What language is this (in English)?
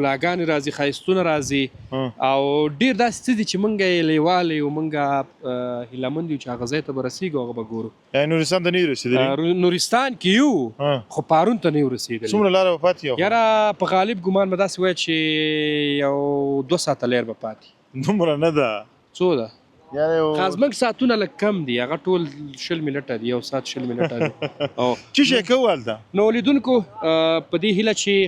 Pashto